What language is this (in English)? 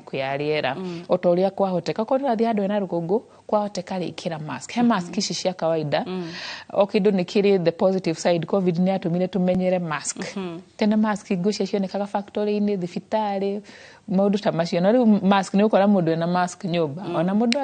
Kikuyu